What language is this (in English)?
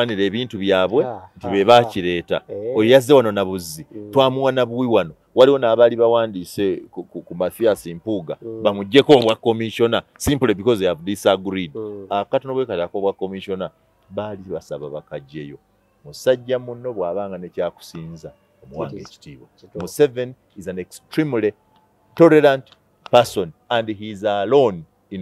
Ganda